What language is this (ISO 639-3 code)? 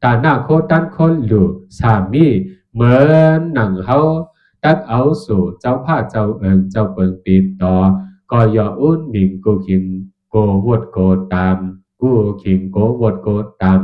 shn